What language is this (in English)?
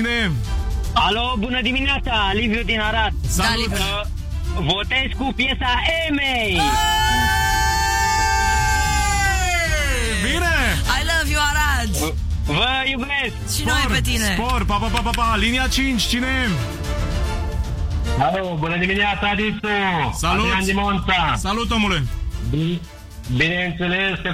Romanian